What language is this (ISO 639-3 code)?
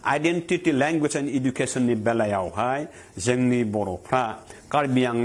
brx